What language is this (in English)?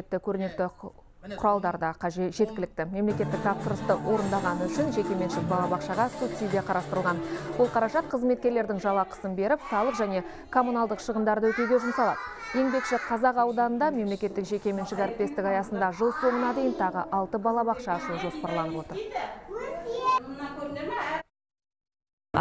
Kazakh